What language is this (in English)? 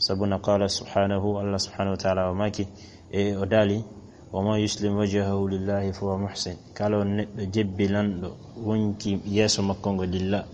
Fula